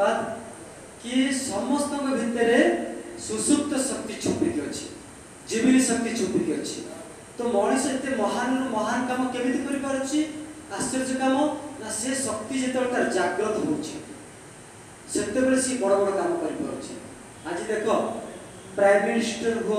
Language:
Odia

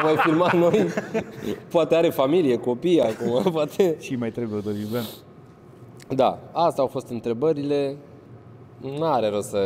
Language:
Romanian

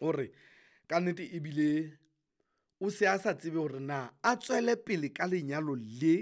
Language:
Southern Sotho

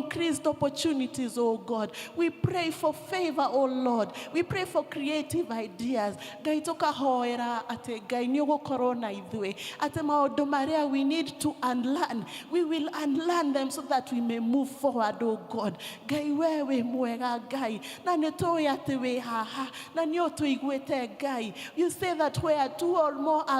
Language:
Kikuyu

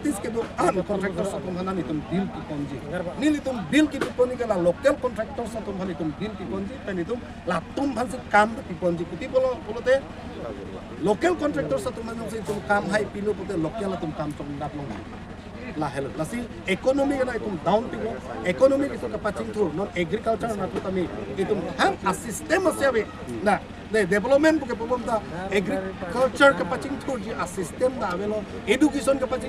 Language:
Karbi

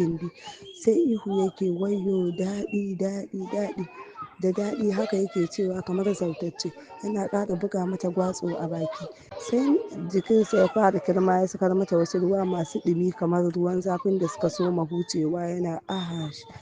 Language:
Hausa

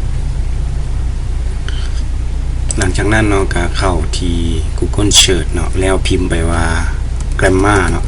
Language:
Lao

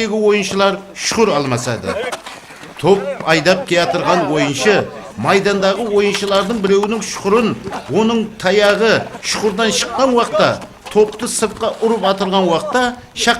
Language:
Kara-Kalpak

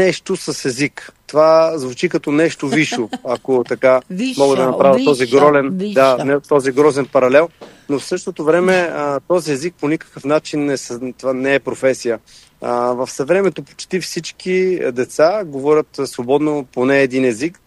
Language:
Bulgarian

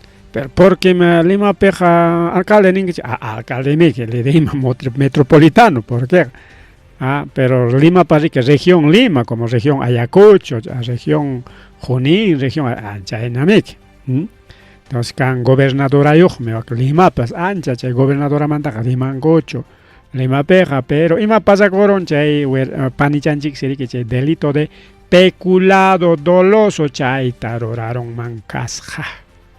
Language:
Ayacucho Quechua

